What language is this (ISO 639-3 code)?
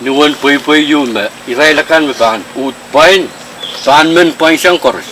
pon